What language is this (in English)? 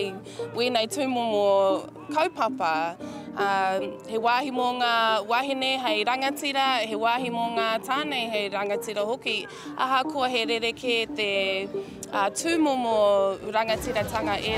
Māori